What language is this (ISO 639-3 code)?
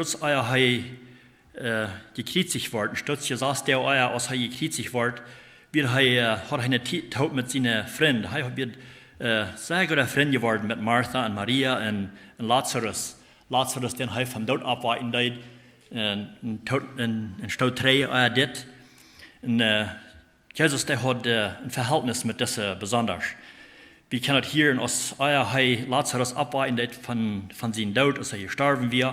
pdt